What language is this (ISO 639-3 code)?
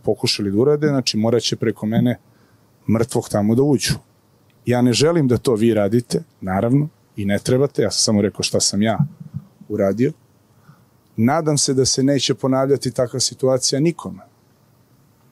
srp